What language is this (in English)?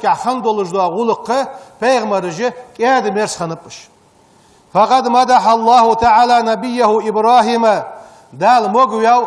Ingush